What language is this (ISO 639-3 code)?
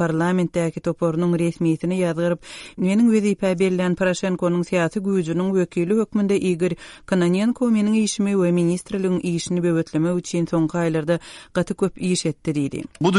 tuk